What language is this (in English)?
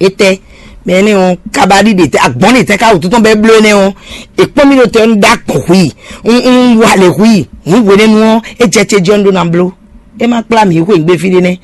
Fon